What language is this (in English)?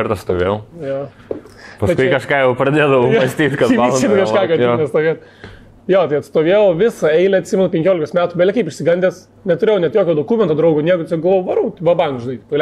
Lithuanian